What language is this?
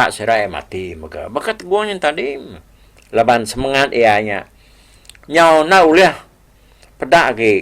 Iban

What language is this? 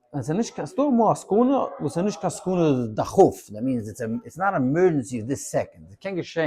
Yiddish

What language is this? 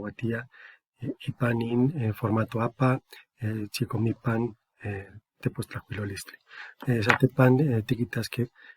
Eastern Huasteca Nahuatl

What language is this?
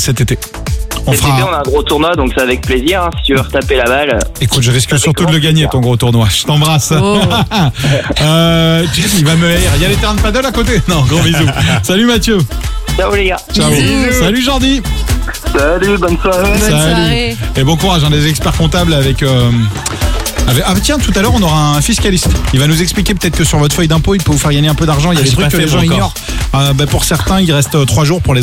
French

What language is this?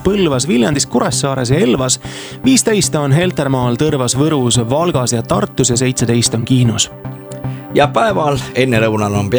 Estonian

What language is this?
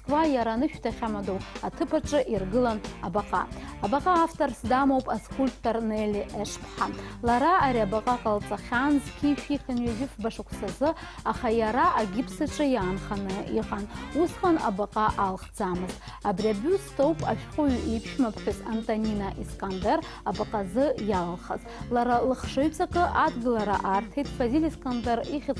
Abkhazian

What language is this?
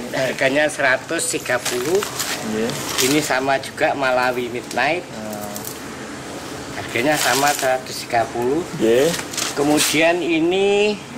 Indonesian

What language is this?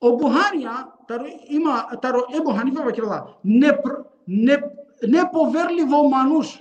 Balkan Romani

